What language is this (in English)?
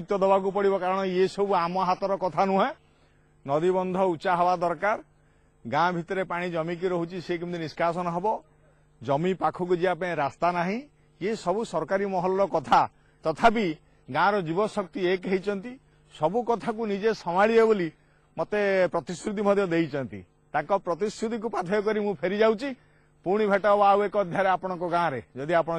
Odia